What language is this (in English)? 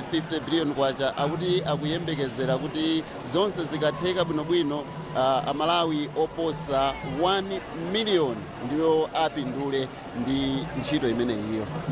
Nyanja